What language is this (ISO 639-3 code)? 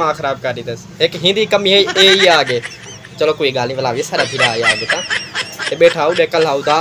skr